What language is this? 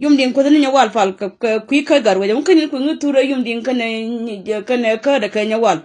Nuer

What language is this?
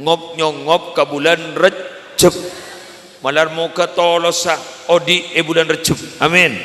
Madurese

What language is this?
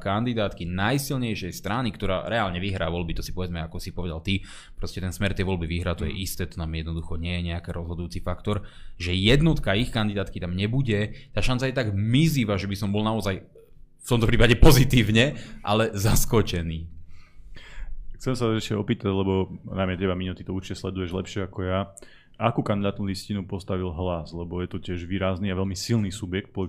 Slovak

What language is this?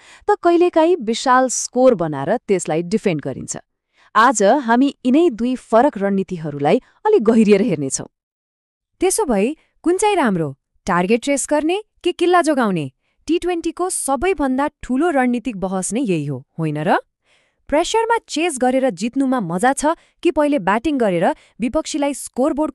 Nepali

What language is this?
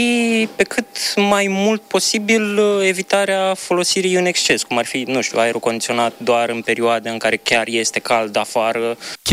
Romanian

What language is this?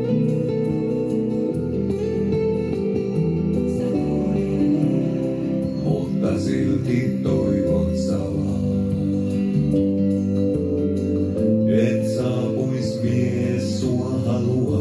Finnish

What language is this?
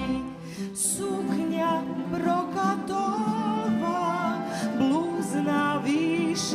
Rusyn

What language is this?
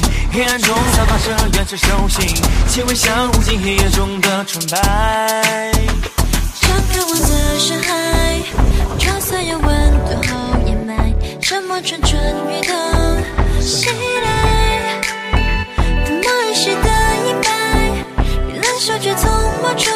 Chinese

